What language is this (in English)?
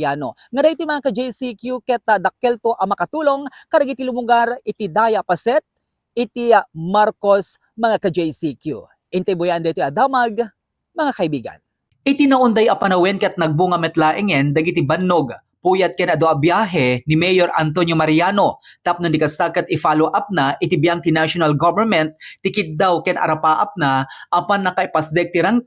Iloko